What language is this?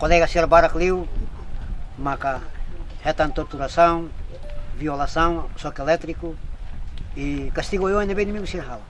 Tetum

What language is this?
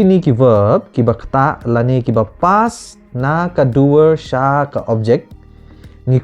Khasi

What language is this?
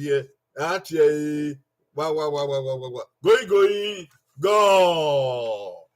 Bini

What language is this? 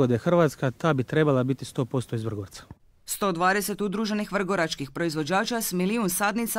Croatian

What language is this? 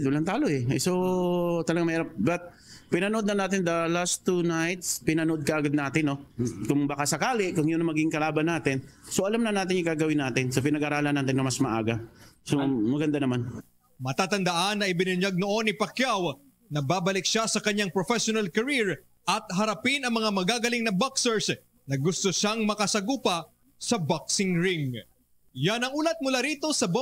Filipino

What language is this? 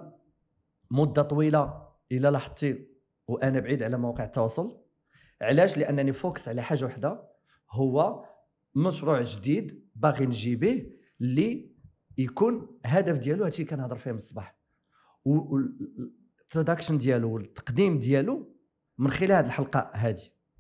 Moroccan Arabic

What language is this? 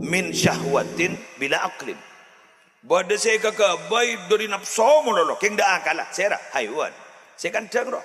Madurese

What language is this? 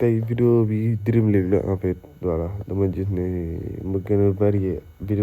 Wolof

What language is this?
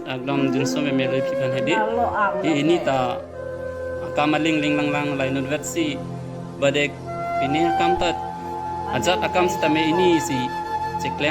Karbi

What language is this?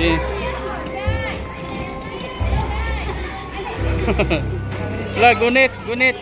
Cebuano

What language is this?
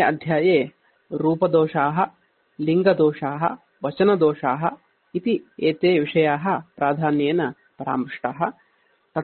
Sanskrit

